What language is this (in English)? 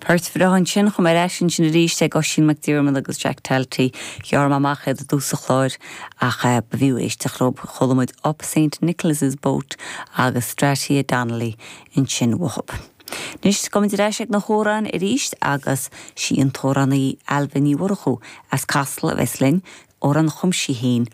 Irish